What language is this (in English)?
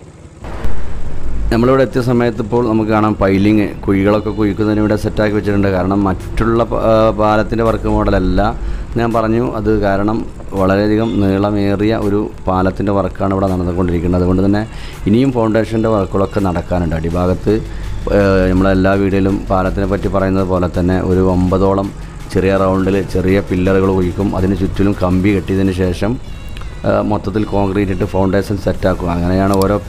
Malayalam